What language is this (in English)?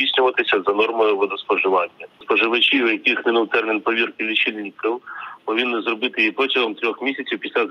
Ukrainian